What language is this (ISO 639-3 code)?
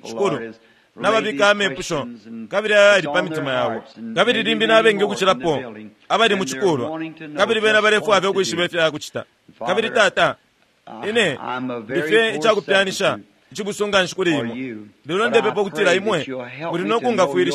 bem